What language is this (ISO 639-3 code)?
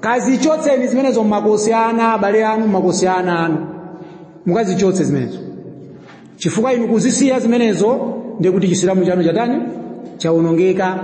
nya